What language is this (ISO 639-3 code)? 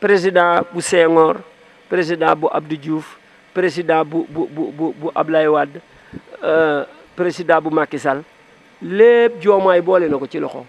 wol